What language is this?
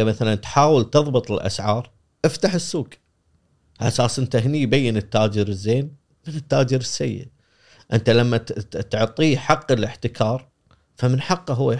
Gulf Arabic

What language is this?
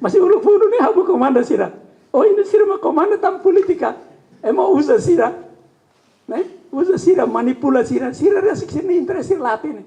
Tetum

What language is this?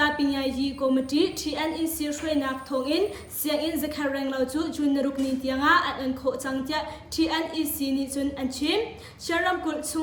Hakha Chin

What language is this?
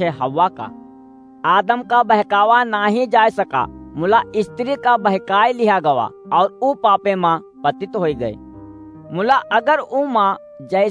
Awadhi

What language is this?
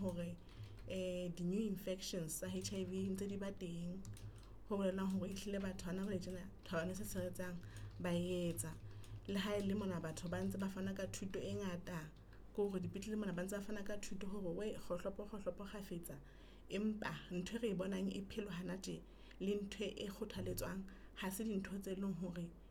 Southern Sotho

